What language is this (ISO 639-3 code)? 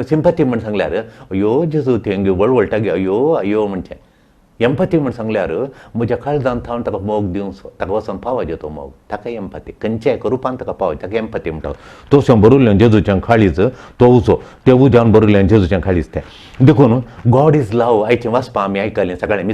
kok